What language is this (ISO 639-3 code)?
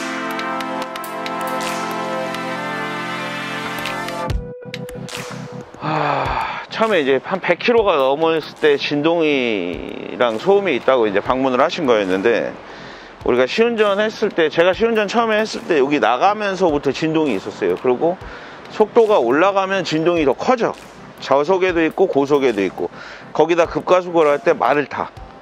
kor